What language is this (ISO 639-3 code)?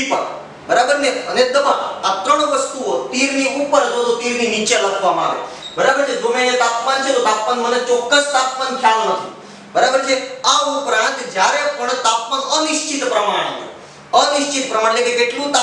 guj